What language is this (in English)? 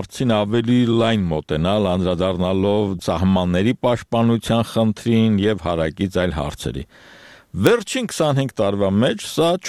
Armenian